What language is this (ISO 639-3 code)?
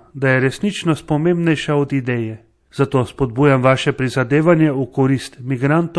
slv